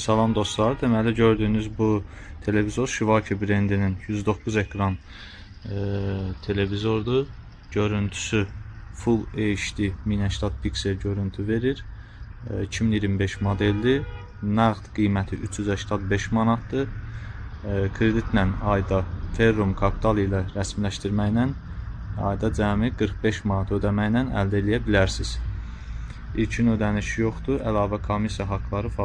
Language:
Azerbaijani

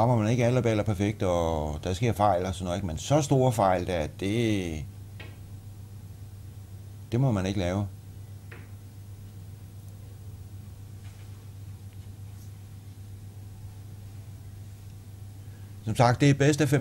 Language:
Danish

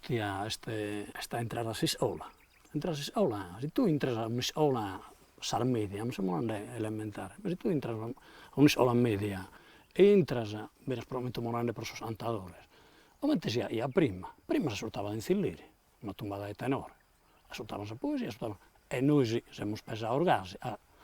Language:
Sardinian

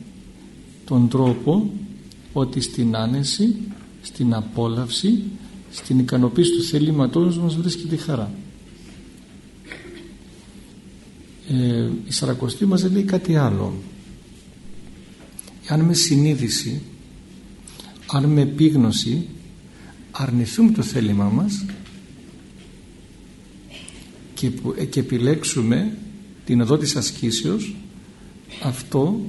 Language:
Greek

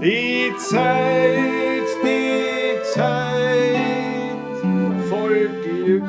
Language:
Bavarian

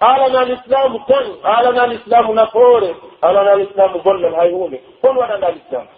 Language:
Pular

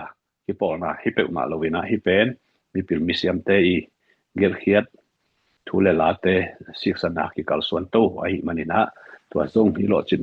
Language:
Tedim Chin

